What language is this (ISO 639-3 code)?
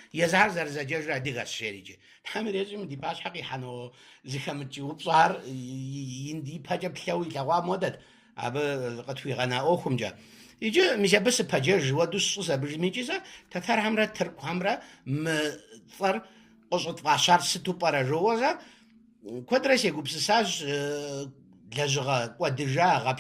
kbd